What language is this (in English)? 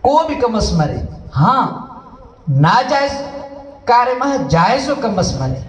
Brahui